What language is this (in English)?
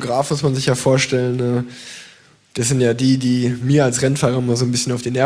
German